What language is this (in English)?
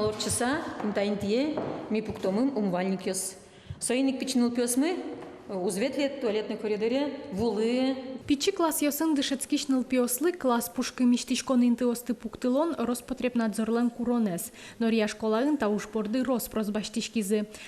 Udmurt